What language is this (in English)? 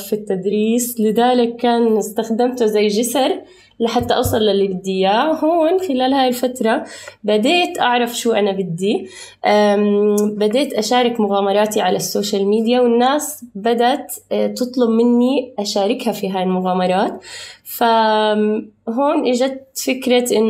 North Levantine Arabic